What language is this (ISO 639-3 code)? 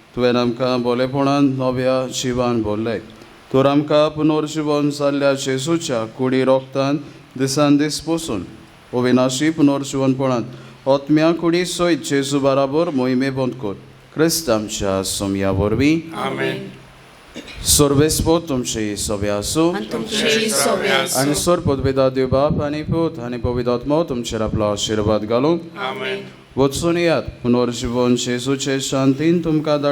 kok